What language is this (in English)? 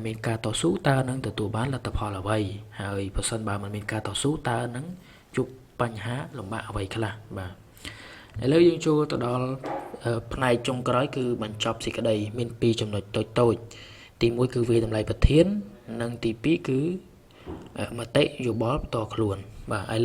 Khmer